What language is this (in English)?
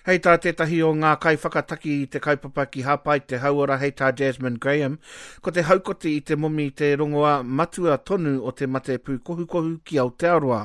Māori